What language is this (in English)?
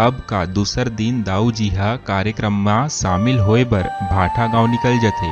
Chhattisgarhi